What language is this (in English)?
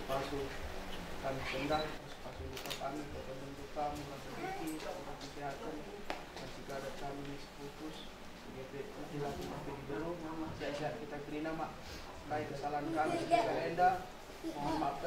Batak Karo